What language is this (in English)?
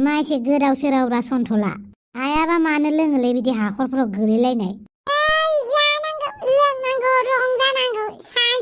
Bodo